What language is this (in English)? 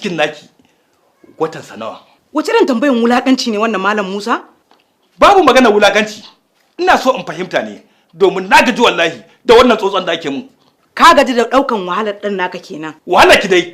Hausa